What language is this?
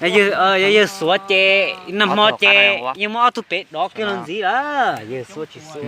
Hmong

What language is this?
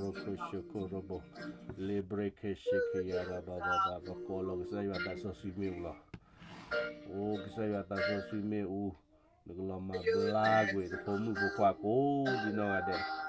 S'gaw Karen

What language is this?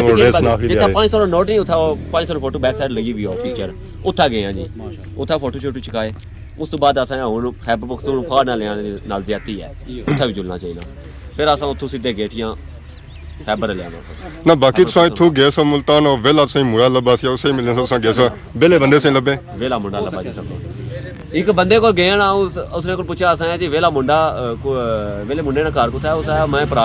Pahari-Potwari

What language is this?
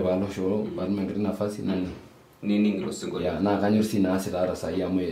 Masai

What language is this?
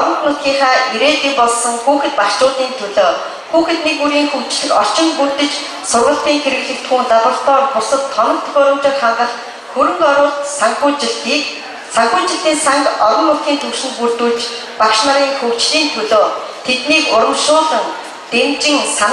Mongolian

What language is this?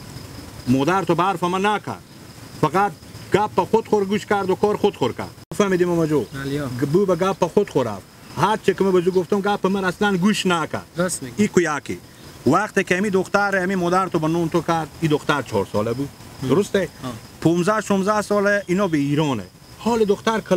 Persian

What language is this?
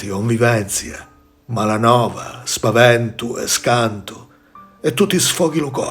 Sicilian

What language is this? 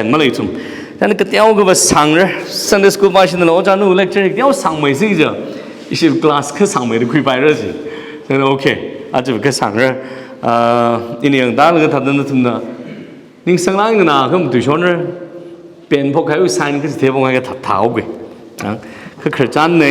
Tangkhul Naga (India)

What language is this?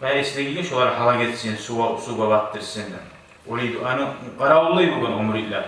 Kumyk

